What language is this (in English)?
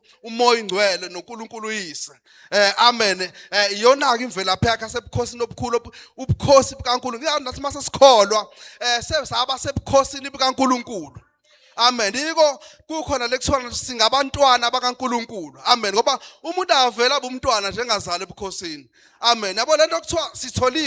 Zulu